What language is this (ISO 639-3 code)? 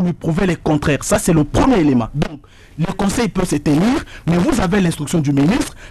fra